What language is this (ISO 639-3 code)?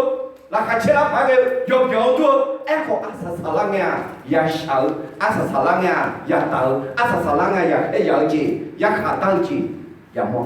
ahk